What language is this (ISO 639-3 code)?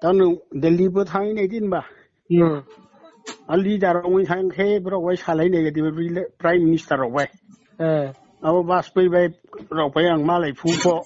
ria